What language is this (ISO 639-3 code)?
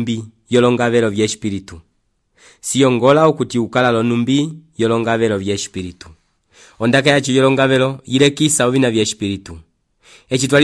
umb